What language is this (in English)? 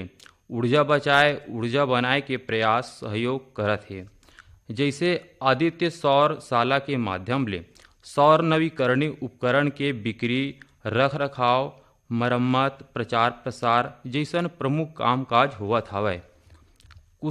Chhattisgarhi